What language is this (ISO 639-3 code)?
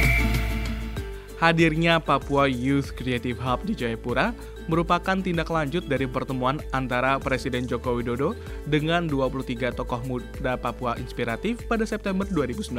ind